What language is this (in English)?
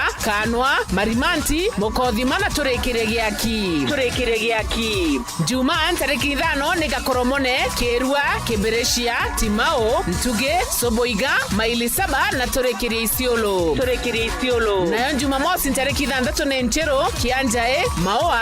Meru